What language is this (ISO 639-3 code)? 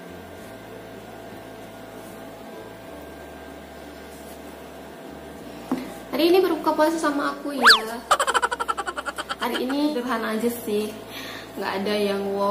ind